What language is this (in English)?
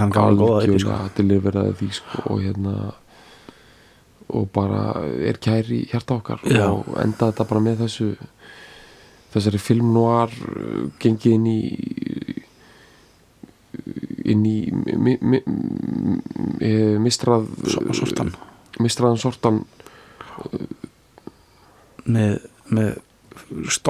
Icelandic